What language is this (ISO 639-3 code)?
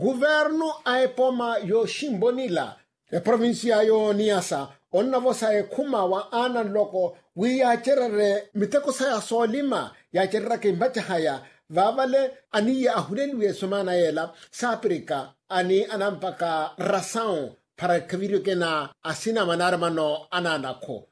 vmw